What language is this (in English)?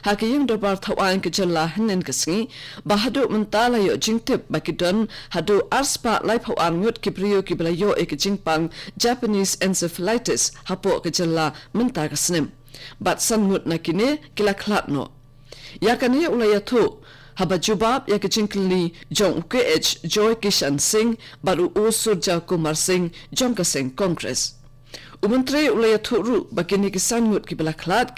Khasi